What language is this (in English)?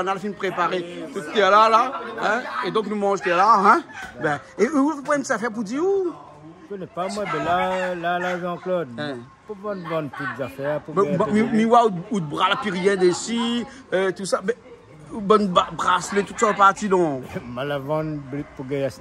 Réunion Creole French